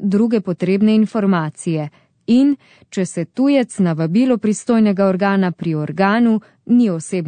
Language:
Slovenian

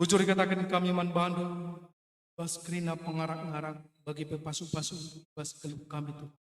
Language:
Batak Karo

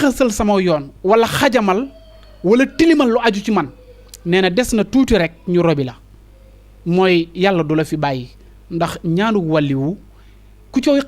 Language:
Wolof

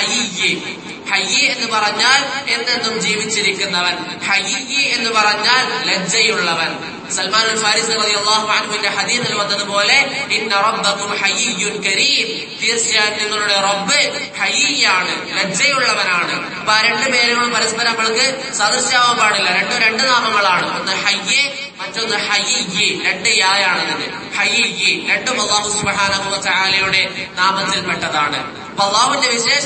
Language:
Malayalam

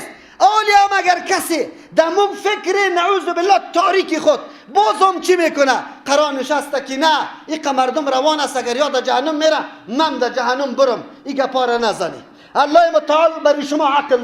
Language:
Persian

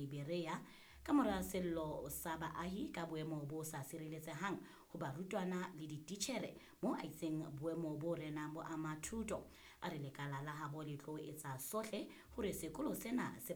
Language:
Southern Sotho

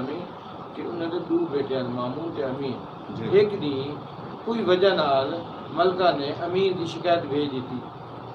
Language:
Saraiki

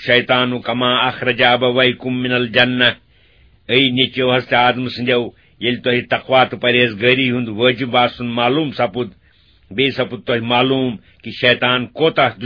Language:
Kashmiri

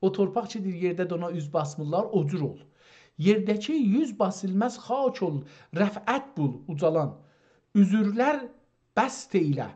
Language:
South Azerbaijani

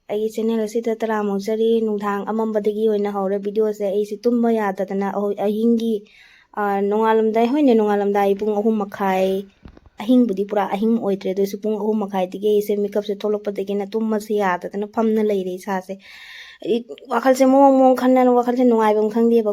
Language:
Manipuri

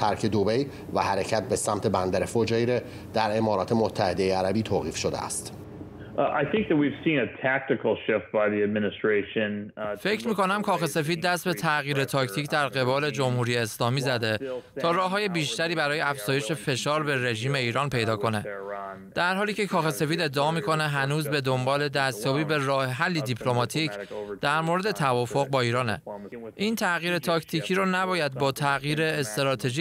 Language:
Persian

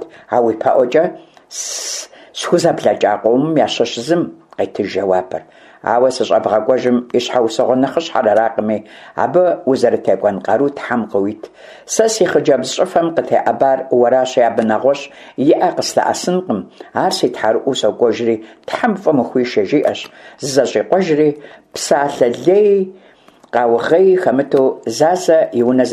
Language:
Kabardian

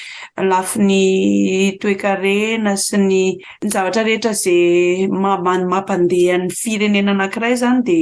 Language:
Malagasy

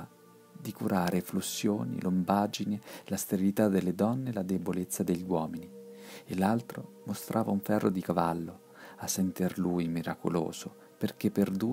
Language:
Italian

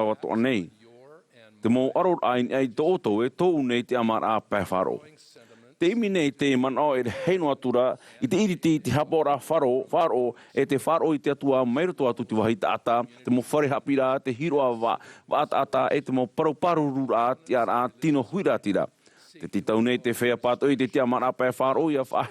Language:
Tahitian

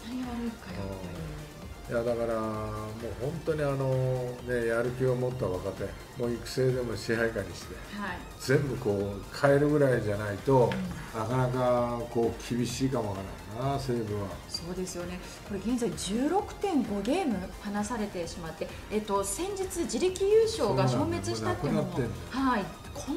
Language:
Japanese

